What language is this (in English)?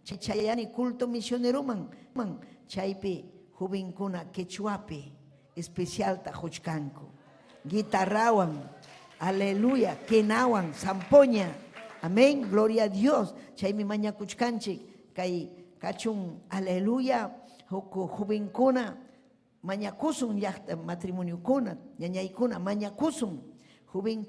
Ayacucho Quechua